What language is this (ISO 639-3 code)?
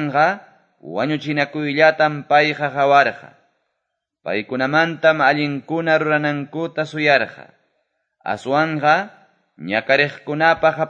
que